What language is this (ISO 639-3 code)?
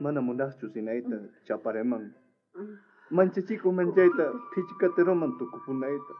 quh